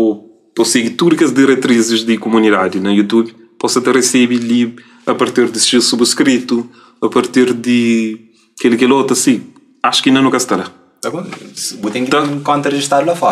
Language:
Kabuverdianu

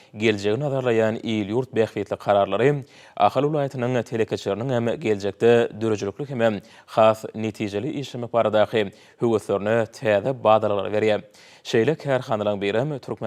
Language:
Turkmen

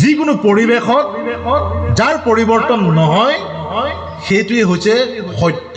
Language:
Assamese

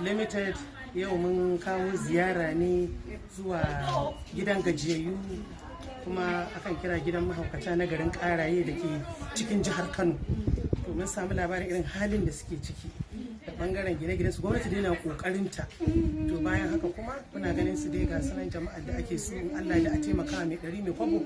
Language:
Hausa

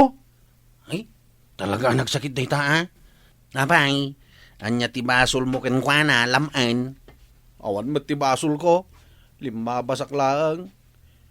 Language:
Iloko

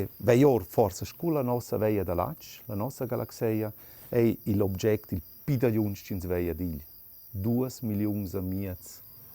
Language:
Romansh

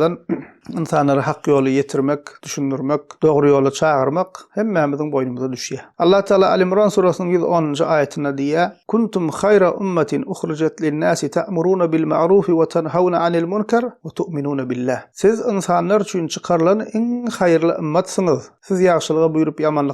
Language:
Turkmen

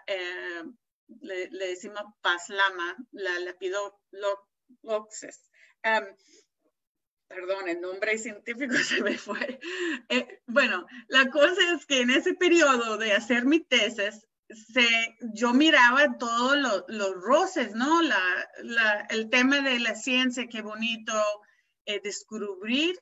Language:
Spanish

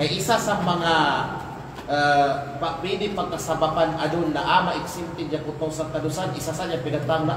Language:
Kalagan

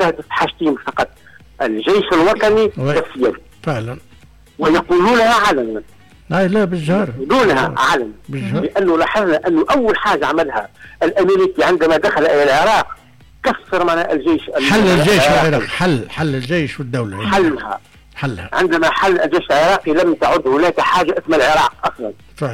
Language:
Tunisian Arabic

